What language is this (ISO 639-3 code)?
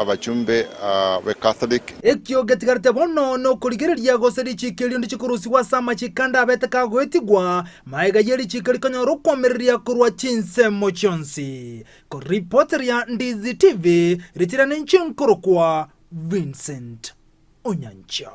guz